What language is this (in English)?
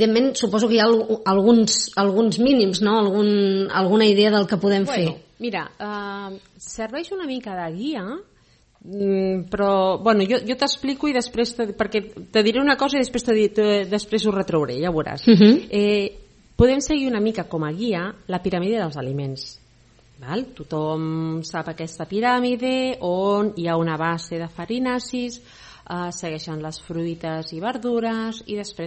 Catalan